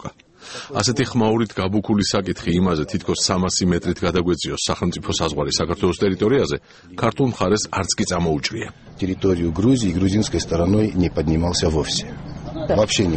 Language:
Georgian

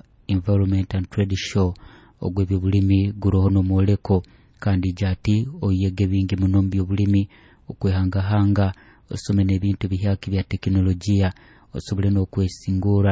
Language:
Nyoro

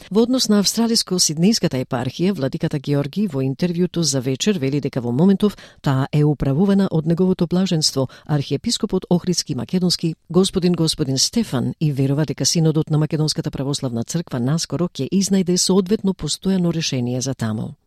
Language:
Macedonian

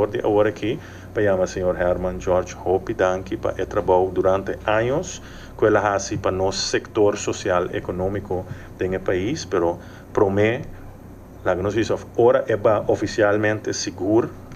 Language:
Papiamento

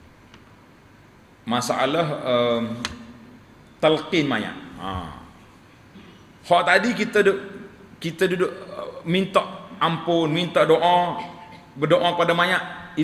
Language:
Malay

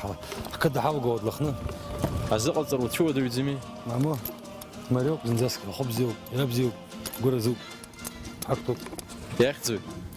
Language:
Abkhazian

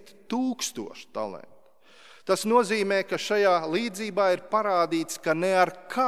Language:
Latvian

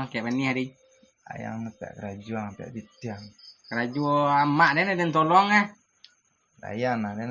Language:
Minangkabau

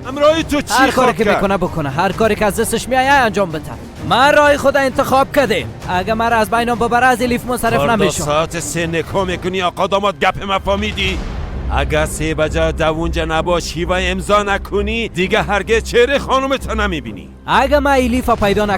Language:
Persian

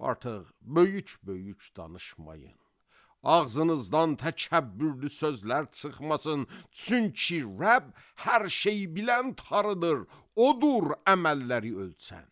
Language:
Azerbaijani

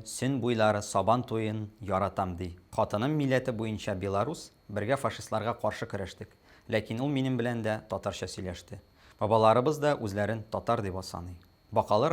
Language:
Tatar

